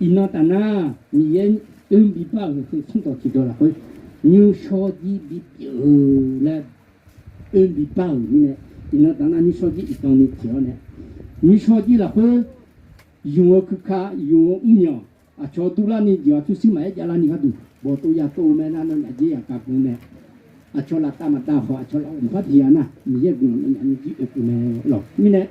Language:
Akha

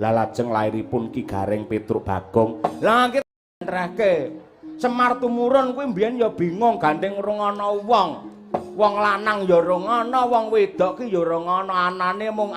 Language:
Javanese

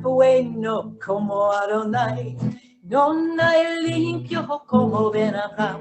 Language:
Ladino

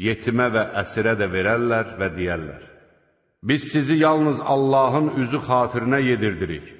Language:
Azerbaijani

